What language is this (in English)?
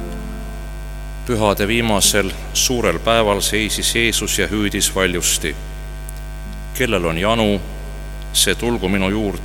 Estonian